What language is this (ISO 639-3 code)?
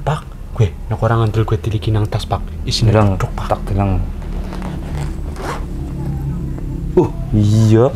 jav